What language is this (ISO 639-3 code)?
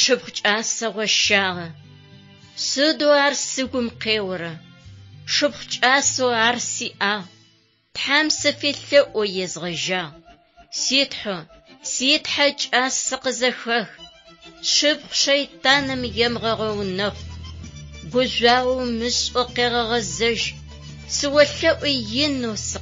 ady